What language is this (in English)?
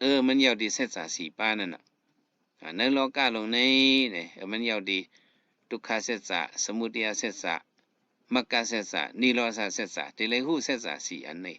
Shan